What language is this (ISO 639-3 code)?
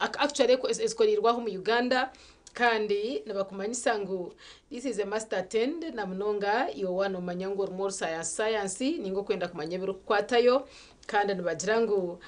nyn